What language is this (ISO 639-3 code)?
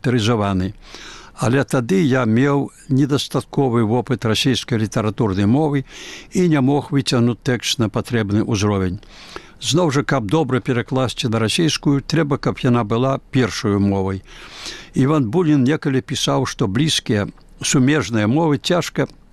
bel